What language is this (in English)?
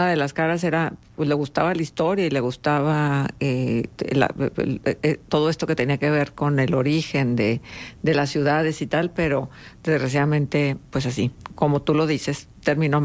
Spanish